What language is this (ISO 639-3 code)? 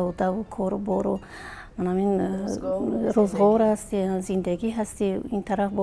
tgk